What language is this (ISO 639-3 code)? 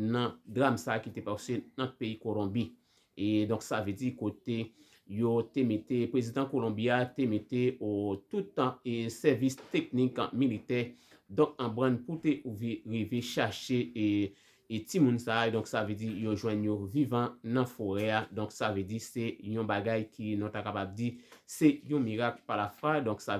hat